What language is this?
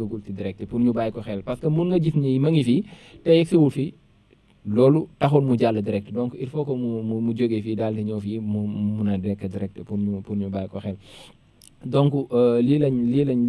Wolof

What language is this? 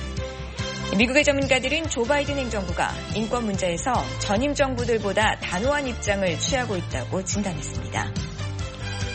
Korean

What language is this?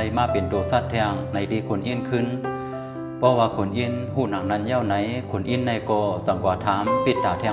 Shan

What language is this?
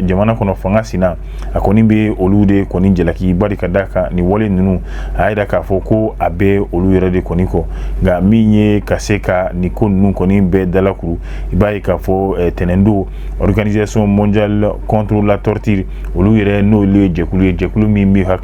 Bambara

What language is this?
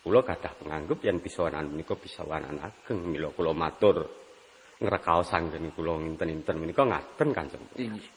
Javanese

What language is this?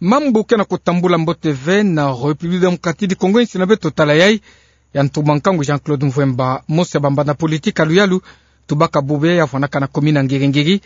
Kituba (Democratic Republic of Congo)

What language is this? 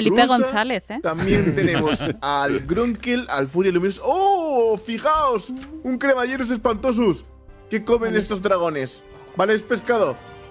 Spanish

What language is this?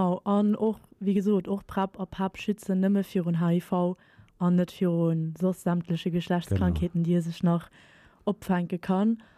Luxembourgish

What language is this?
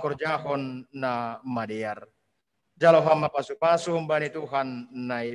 Batak Simalungun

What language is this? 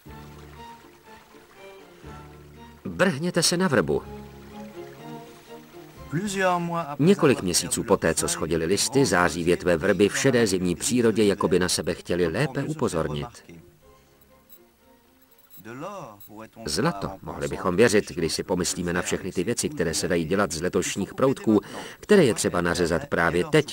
Czech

